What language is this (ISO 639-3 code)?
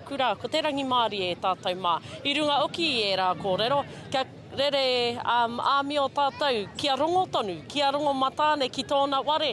mri